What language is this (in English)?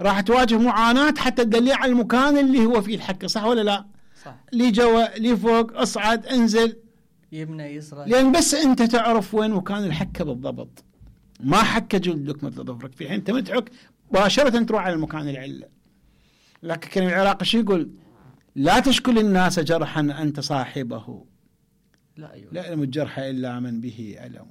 Mesopotamian Arabic